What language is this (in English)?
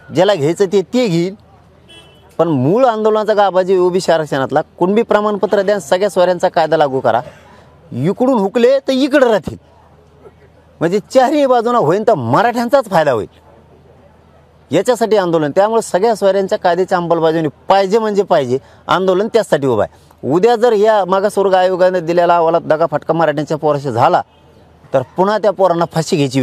Marathi